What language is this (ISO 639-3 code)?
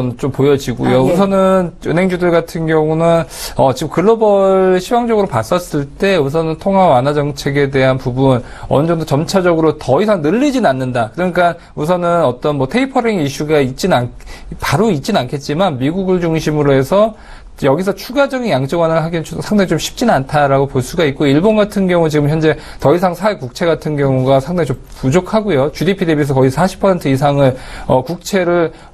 kor